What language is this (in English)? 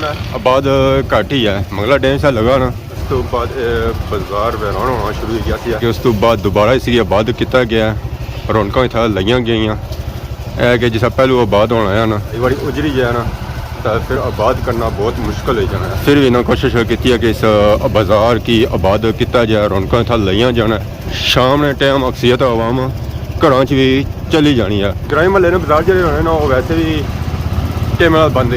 Pahari-Potwari